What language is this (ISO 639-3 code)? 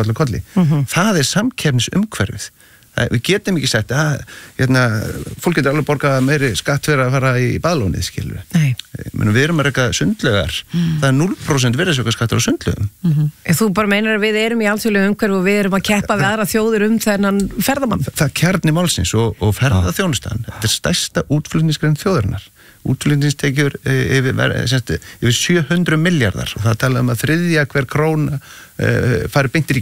isl